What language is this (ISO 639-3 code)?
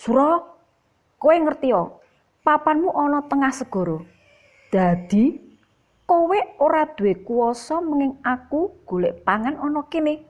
jav